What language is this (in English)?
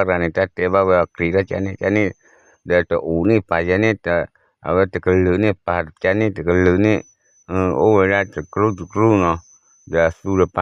S'gaw Karen